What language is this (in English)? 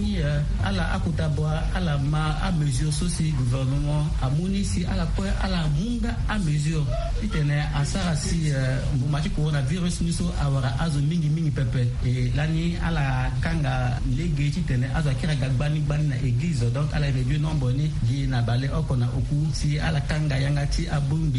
Sango